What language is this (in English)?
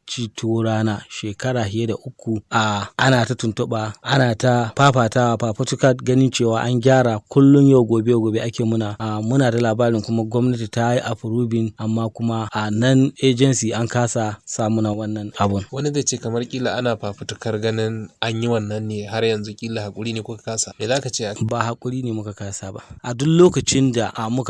Hausa